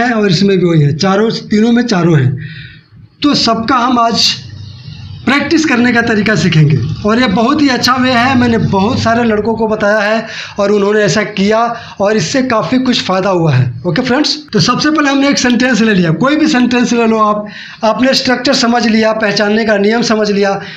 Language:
Hindi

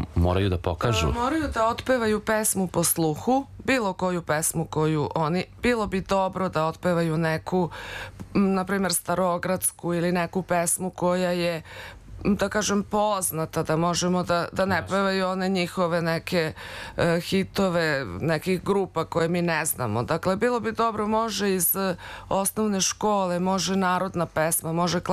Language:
Serbian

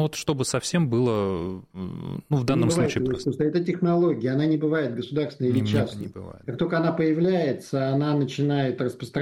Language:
Russian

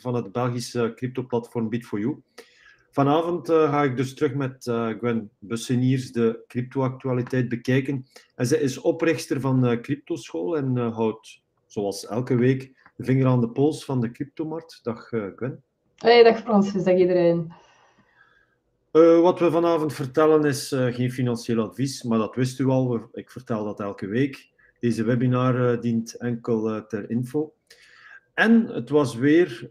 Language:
Dutch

